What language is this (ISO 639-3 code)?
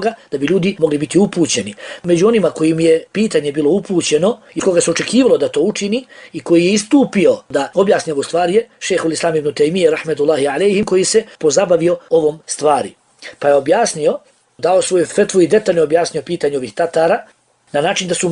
bos